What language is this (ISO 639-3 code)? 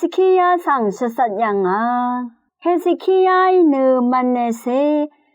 raw